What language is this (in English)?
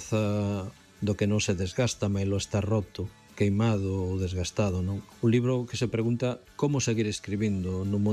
Galician